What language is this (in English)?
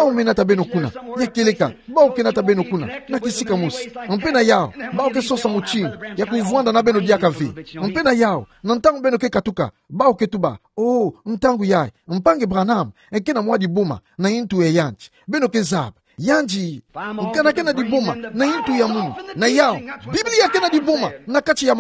Kituba (Democratic Republic of Congo)